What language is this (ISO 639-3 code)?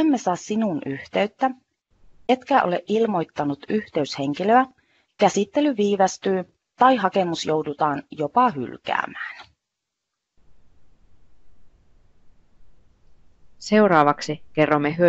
fin